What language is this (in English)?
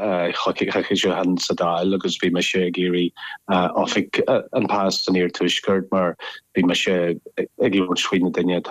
Irish